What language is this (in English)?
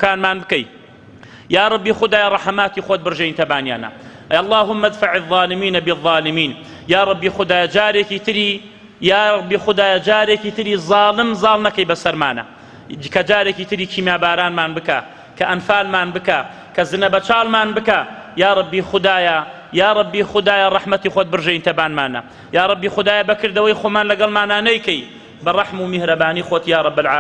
Central Kurdish